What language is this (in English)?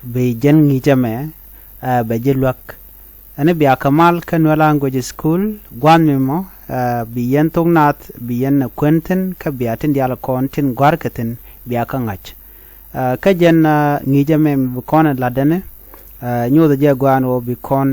Nuer